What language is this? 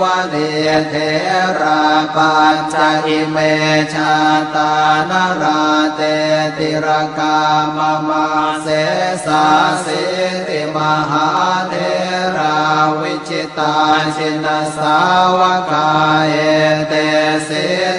Pali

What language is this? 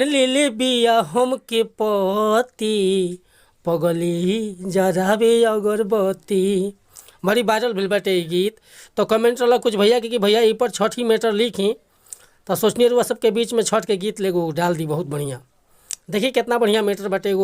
Bhojpuri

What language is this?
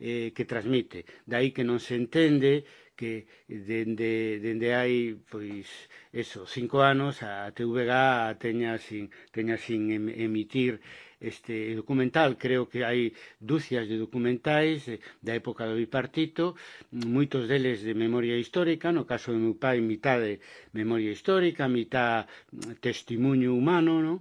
Galician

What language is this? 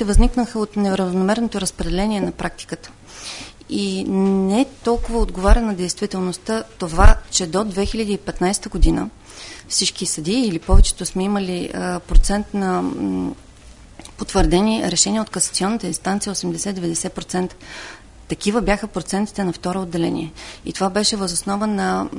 Bulgarian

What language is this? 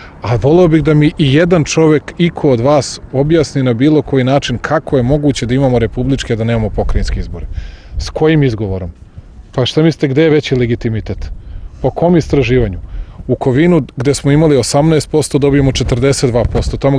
Serbian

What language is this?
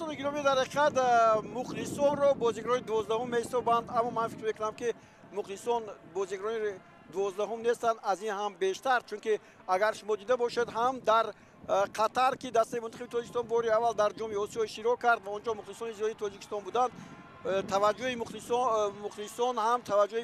Tajik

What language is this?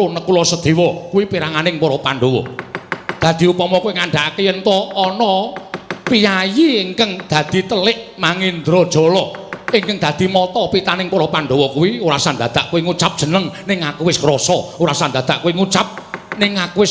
Javanese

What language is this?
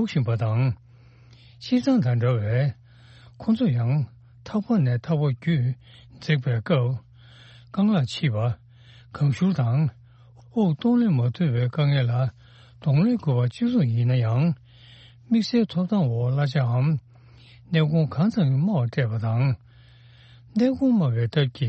Tibetan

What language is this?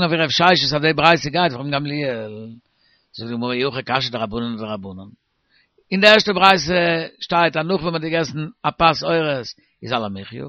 Yiddish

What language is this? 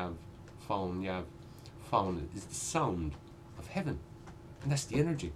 Irish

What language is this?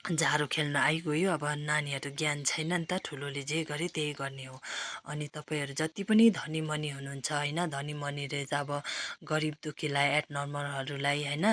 Nepali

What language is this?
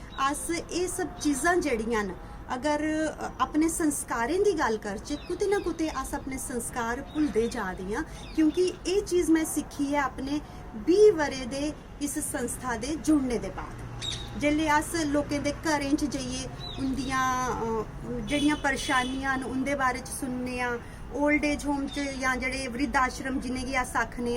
Dogri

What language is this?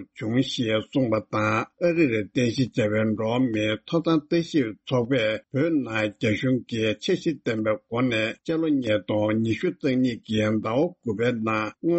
Tibetan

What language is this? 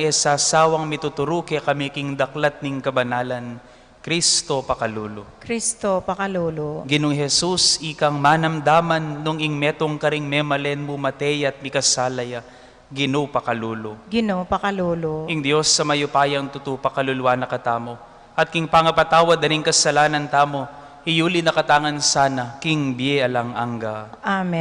Pampanga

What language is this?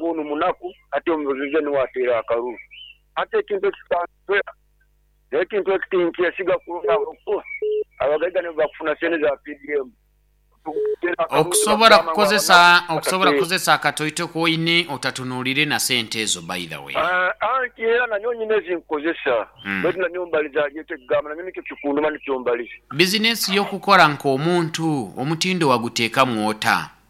Nyoro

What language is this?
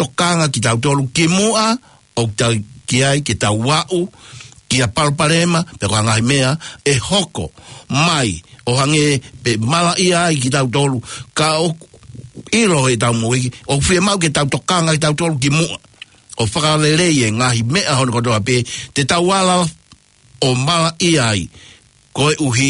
Tongan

